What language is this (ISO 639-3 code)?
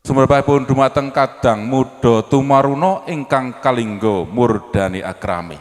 jav